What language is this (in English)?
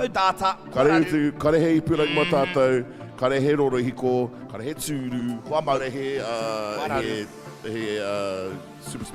Māori